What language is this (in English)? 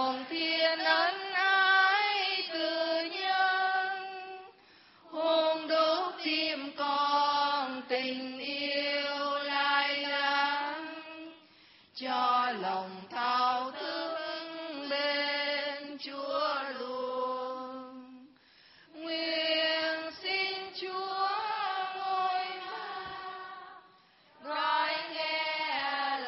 Vietnamese